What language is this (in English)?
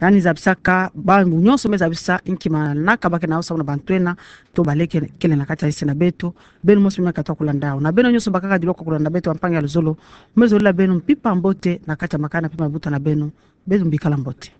Kituba (Democratic Republic of Congo)